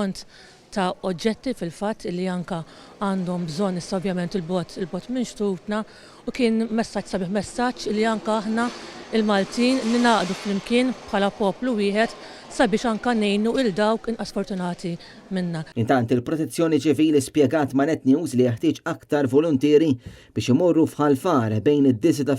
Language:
Maltese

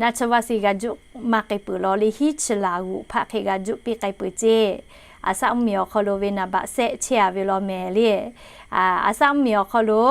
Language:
Lahu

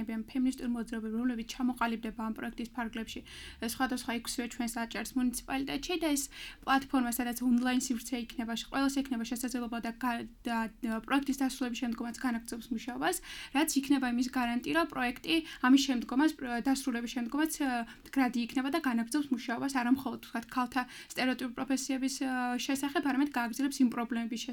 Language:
Georgian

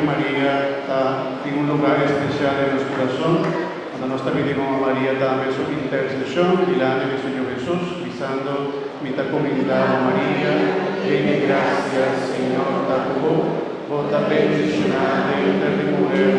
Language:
Papiamento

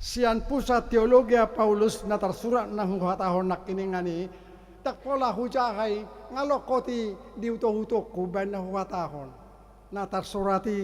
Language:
Batak Toba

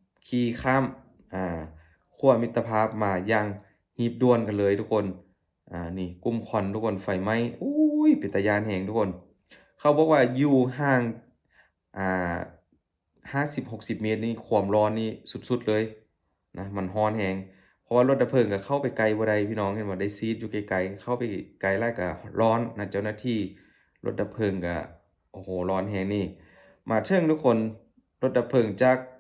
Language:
Lao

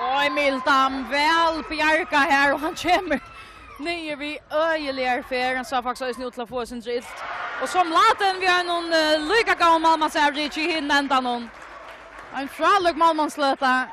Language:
Faroese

